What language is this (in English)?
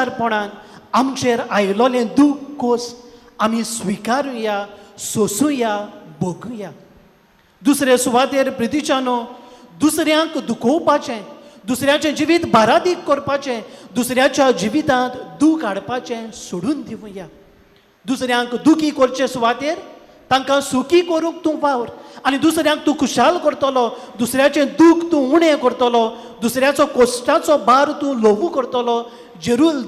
Konkani